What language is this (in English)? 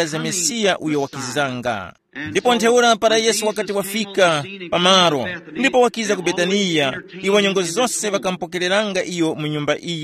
Tumbuka